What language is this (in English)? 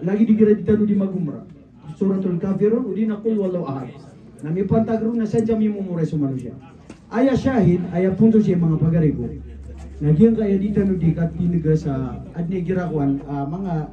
Maranao